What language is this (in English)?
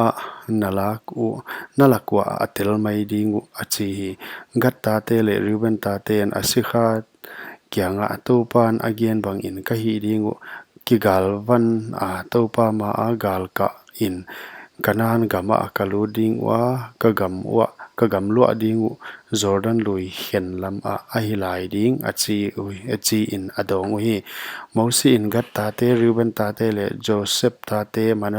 Paite Chin